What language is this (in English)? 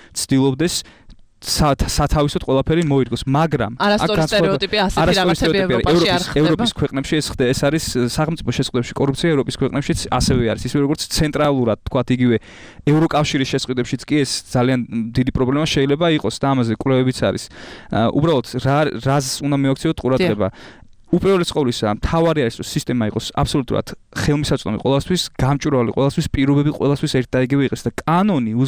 Georgian